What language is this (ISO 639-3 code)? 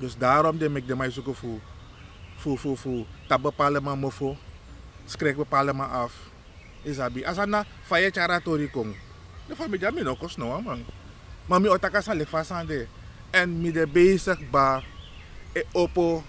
srn